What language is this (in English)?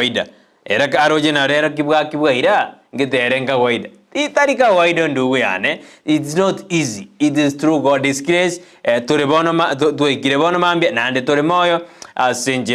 Gusii